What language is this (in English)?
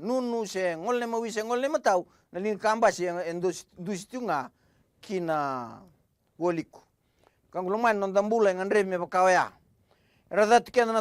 Fijian